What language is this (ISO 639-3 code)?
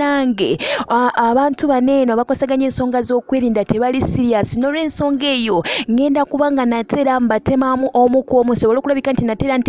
lug